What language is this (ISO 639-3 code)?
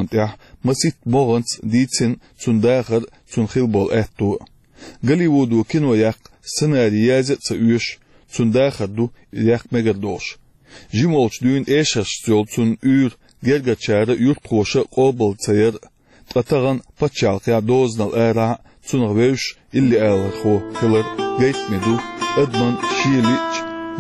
che